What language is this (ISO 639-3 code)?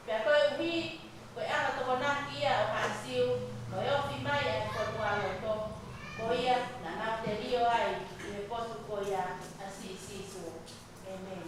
ton